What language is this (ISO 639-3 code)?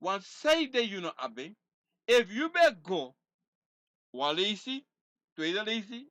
srn